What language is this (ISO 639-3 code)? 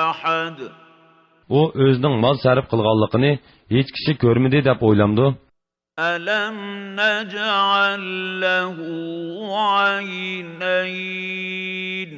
uig